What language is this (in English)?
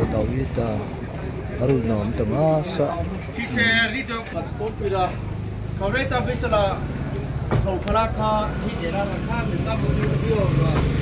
Mara Chin